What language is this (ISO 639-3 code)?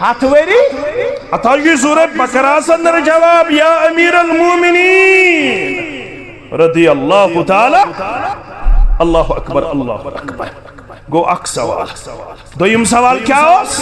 kas